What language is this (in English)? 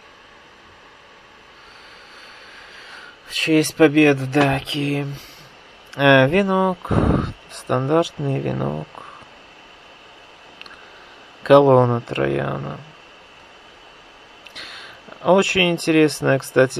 Russian